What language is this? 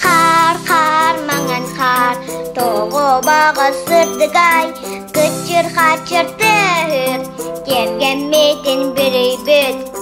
Yakut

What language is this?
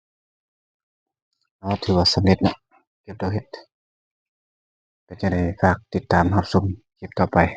Lao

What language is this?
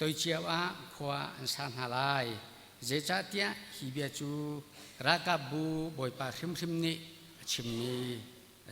Hakha Chin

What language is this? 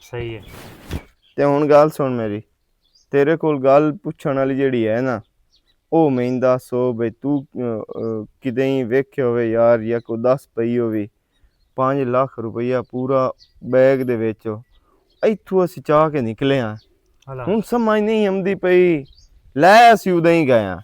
Western Panjabi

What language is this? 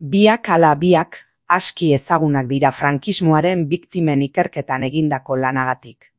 Basque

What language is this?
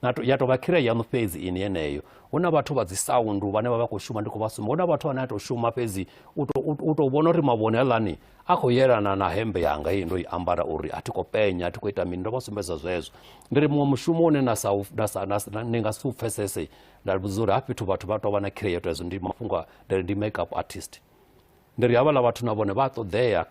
Venda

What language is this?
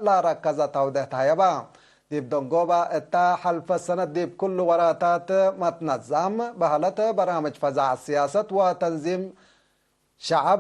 Tigre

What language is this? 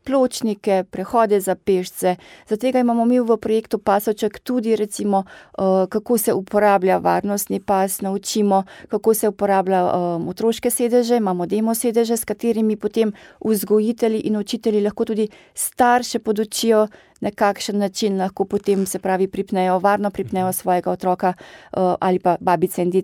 Slovenian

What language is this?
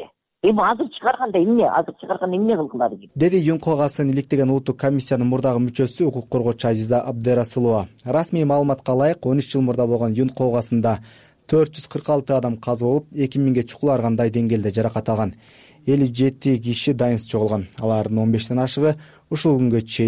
Kyrgyz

